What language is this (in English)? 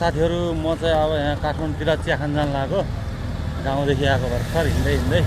Nepali